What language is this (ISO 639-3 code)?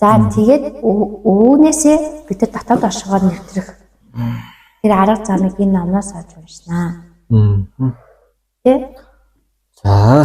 mon